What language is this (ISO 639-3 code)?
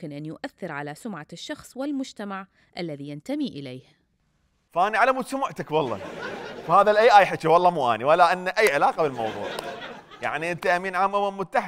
acm